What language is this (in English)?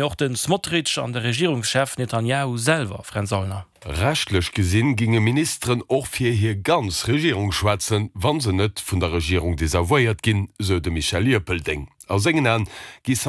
Luxembourgish